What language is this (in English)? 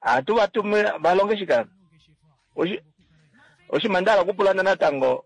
Kuanyama